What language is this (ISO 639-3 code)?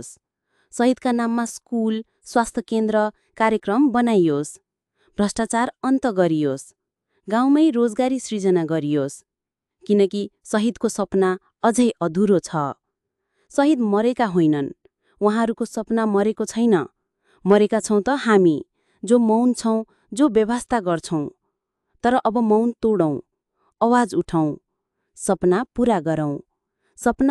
nep